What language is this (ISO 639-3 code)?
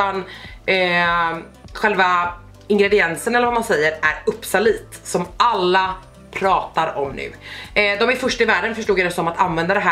swe